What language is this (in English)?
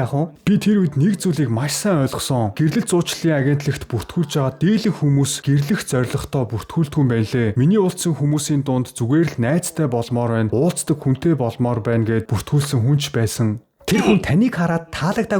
Mongolian